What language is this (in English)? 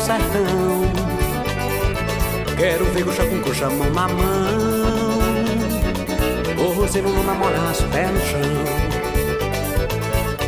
Portuguese